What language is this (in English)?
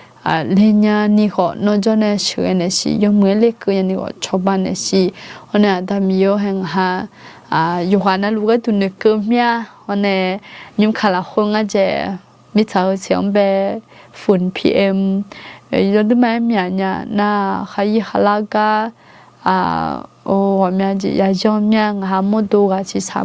Akha